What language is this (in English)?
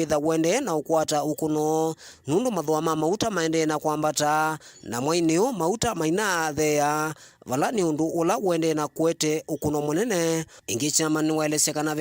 Kamba